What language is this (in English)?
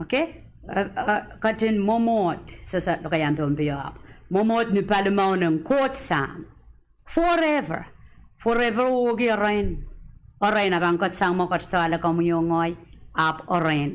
Pohnpeian